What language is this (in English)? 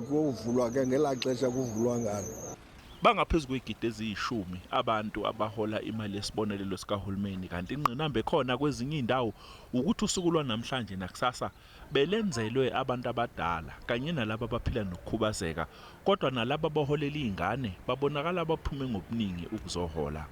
Zulu